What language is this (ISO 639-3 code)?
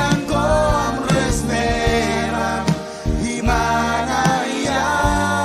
mah